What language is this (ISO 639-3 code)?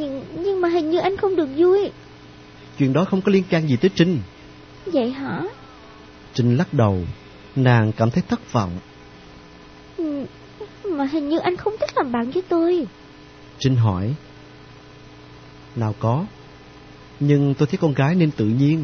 vie